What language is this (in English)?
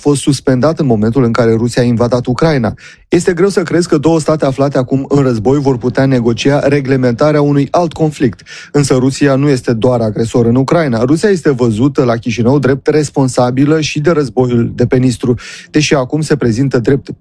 Romanian